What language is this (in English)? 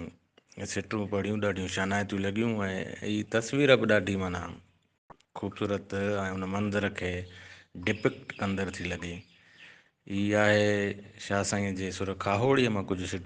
Sindhi